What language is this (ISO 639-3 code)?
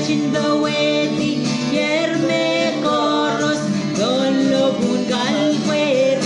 pon